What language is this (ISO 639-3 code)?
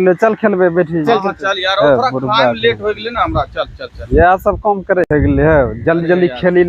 anp